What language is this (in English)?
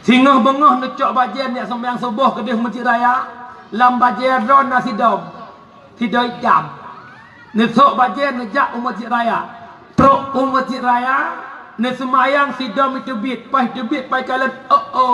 Achinese